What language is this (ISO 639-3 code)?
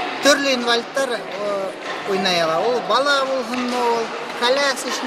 bak